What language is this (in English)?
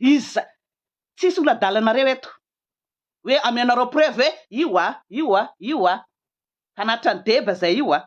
Malagasy